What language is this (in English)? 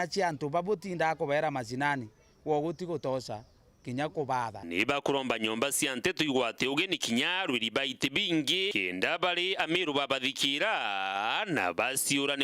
Meru